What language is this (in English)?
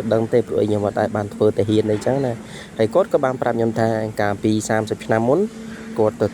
Khmer